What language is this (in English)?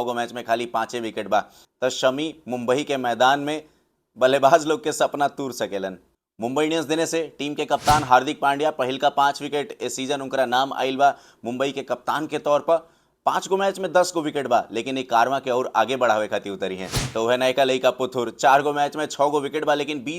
Bhojpuri